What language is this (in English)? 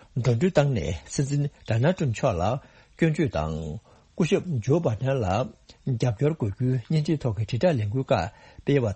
Tibetan